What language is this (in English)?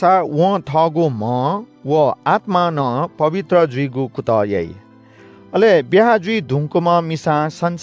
Newari